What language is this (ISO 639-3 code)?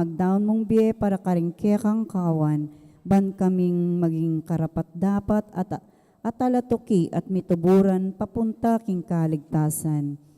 pam